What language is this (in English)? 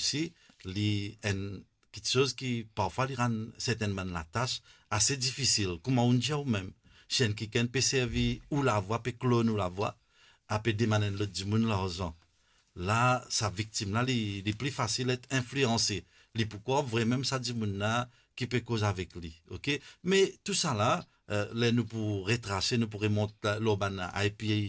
Morisyen